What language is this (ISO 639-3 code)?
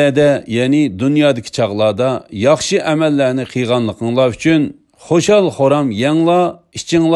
uig